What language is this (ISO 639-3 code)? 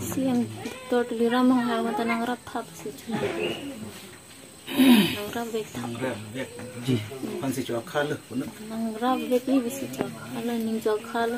mjw